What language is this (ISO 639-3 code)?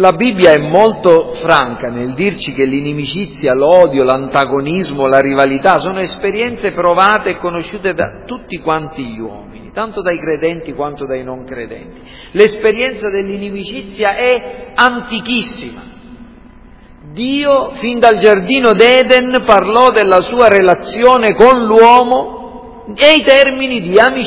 ita